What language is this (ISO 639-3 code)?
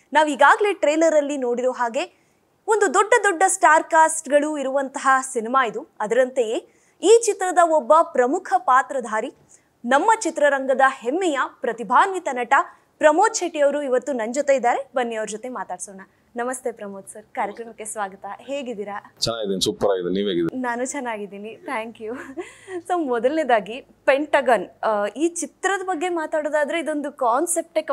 kan